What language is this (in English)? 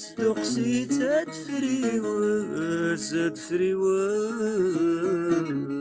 Kabyle